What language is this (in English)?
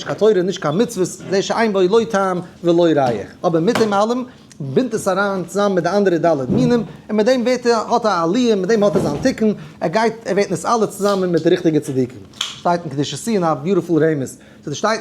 Yiddish